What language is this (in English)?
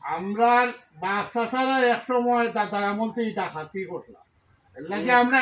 Sylheti